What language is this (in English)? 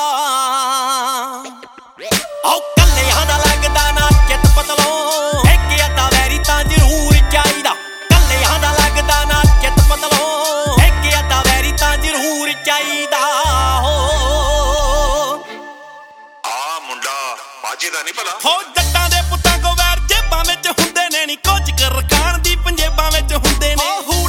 Punjabi